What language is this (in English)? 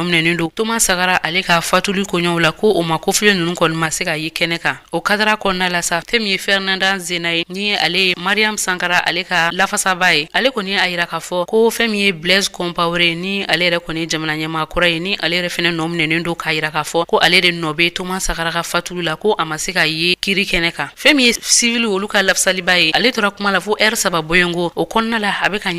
Bambara